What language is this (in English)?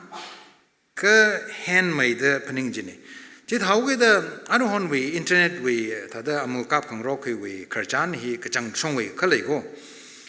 Tangkhul Naga (India)